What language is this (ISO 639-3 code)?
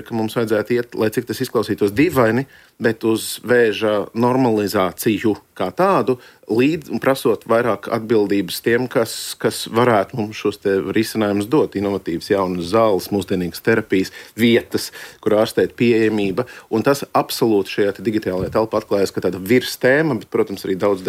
lav